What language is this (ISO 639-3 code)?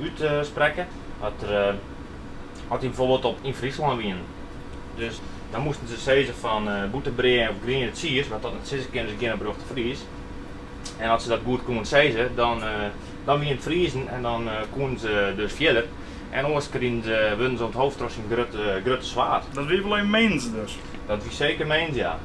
fry